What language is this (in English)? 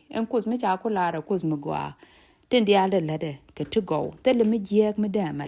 Nuer